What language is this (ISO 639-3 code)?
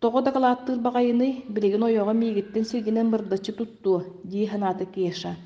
sah